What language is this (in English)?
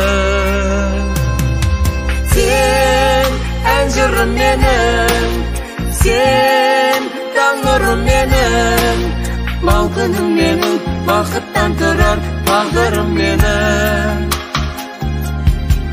Kazakh